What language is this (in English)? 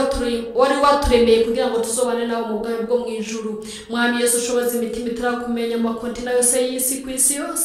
Rundi